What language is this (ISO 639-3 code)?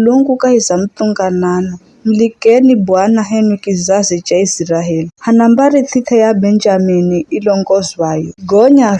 nyf